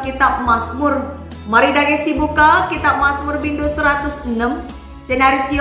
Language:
Batak Karo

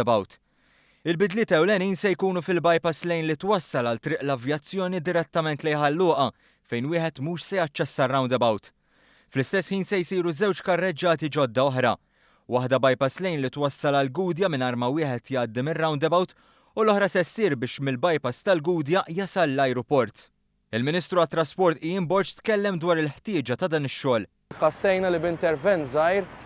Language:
Maltese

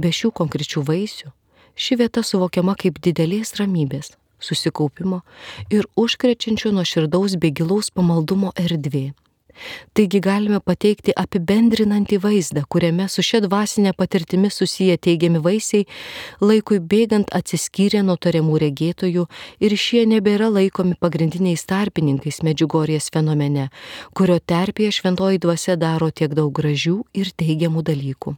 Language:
Lithuanian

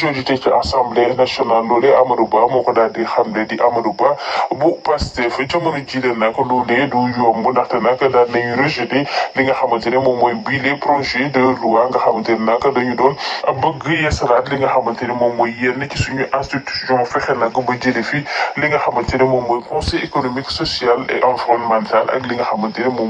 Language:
Wolof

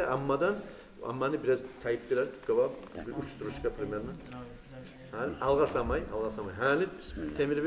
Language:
Kumyk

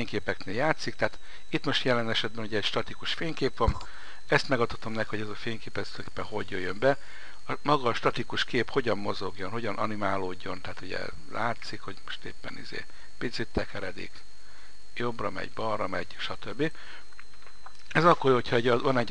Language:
Hungarian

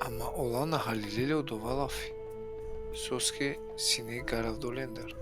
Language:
Balkan Romani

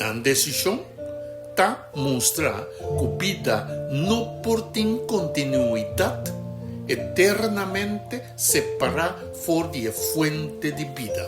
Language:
Papiamento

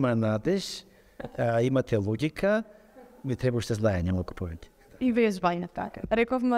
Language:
Macedonian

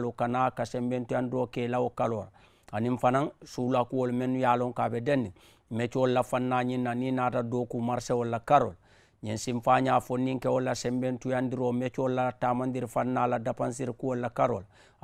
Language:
Mandingo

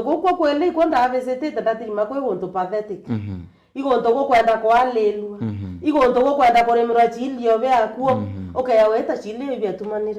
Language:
Meru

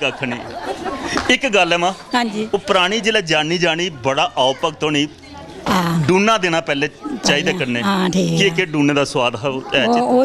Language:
Dogri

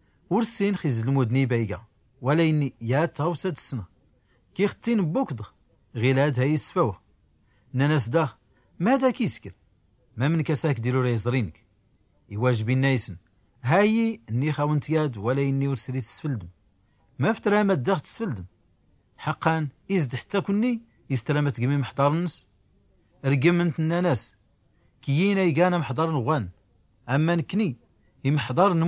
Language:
Tachelhit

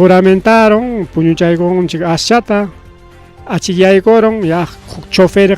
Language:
Ayacucho Quechua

